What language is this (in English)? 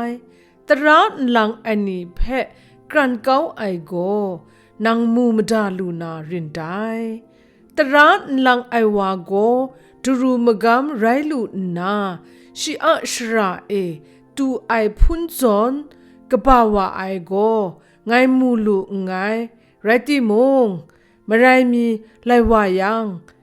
Kachin